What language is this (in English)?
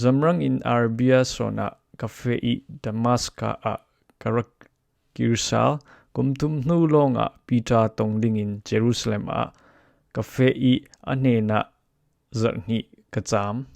Falam Chin